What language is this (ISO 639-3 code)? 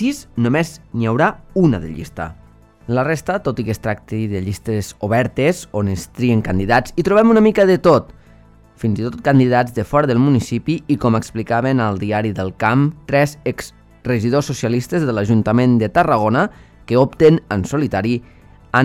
cat